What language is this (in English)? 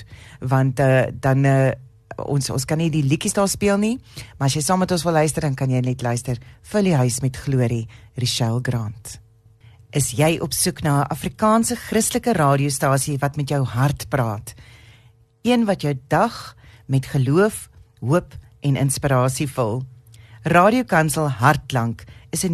Afrikaans